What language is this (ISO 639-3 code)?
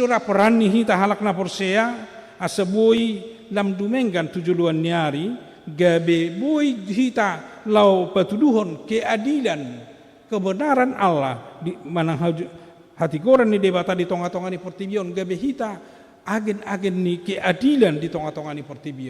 bbc